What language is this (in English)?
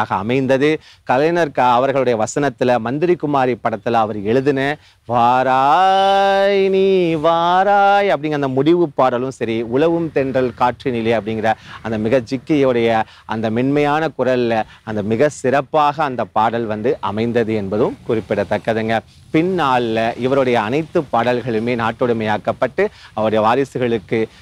Tamil